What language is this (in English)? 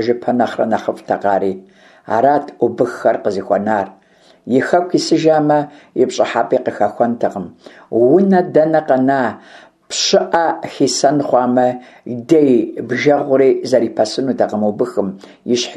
Kabardian